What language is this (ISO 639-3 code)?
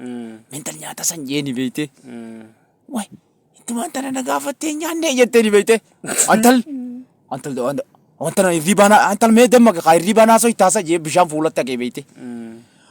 orm